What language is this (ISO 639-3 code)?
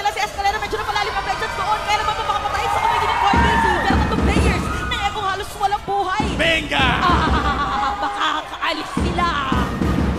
fil